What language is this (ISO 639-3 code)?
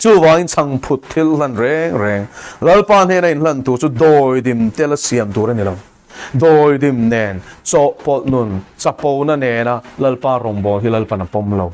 lus